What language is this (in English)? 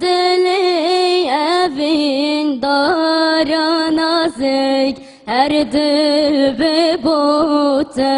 Kurdish